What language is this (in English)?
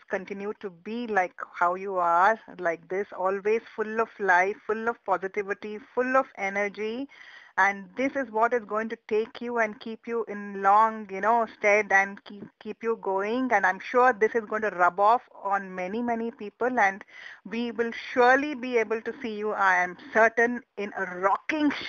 English